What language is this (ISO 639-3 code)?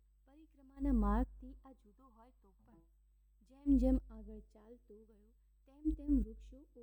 guj